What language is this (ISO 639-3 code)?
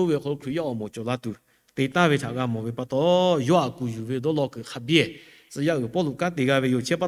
lhu